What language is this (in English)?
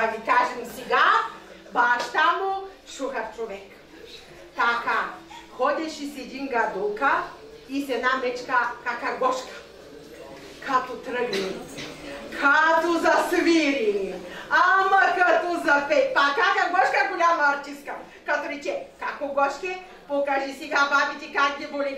Bulgarian